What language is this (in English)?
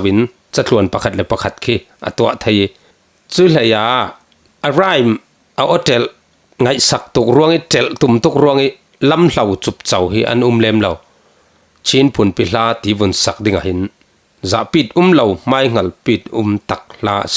Falam Chin